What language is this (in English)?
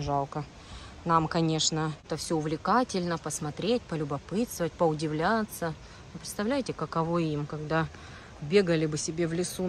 Russian